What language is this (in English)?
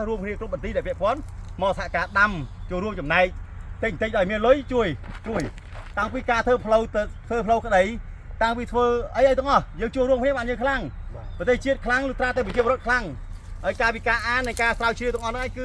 Khmer